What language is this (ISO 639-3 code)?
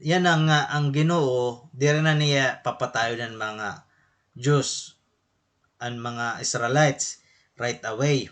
war